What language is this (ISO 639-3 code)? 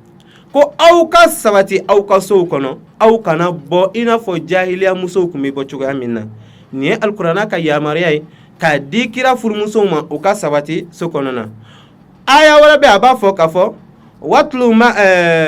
bam